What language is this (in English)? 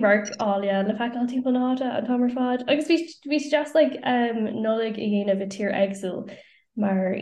Irish